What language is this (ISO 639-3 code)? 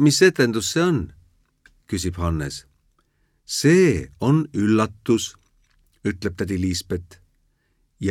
est